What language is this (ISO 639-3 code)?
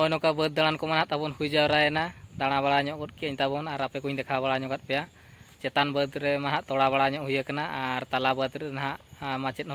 sat